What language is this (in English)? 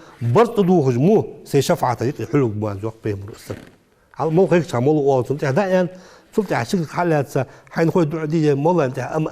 Ingush